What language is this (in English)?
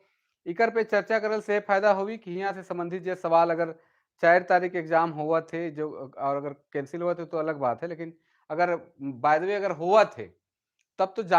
Sadri